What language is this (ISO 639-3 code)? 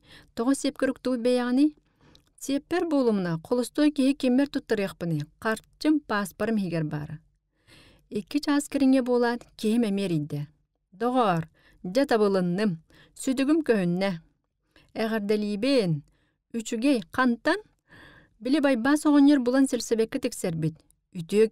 sah